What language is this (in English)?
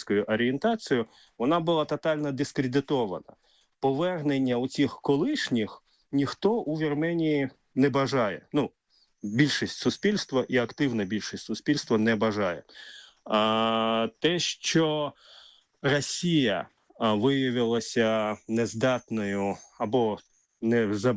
Ukrainian